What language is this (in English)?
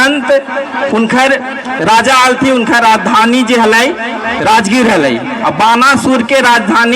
Magahi